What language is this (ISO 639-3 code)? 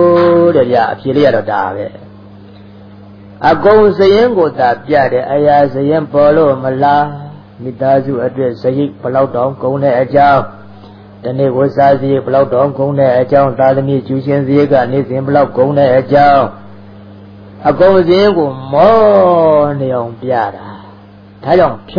mya